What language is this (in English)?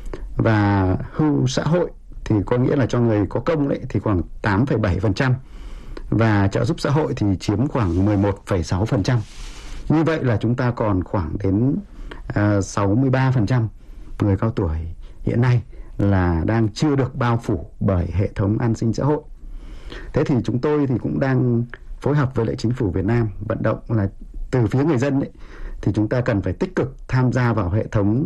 Vietnamese